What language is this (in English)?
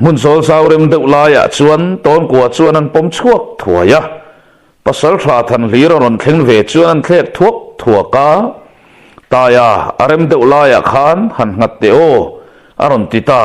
Mizo